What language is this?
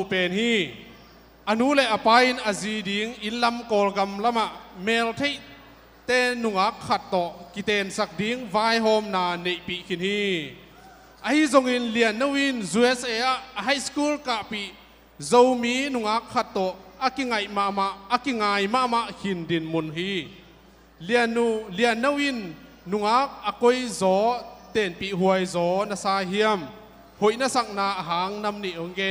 Tedim Chin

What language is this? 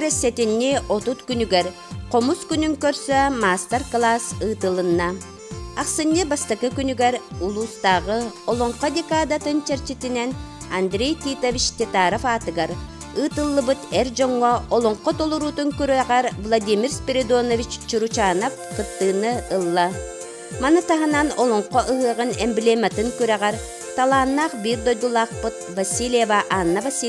Yakut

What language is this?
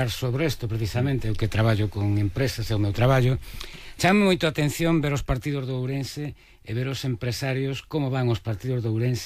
Galician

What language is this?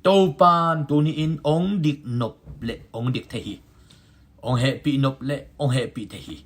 Tedim Chin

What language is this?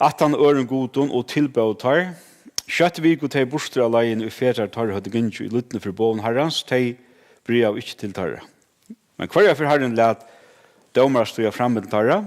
Faroese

